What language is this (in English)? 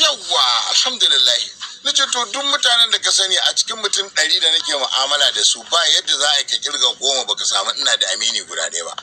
Hausa